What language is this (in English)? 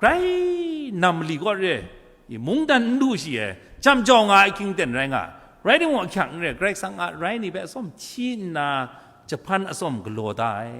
Kachin